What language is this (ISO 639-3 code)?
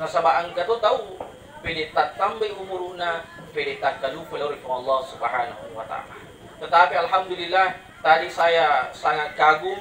bug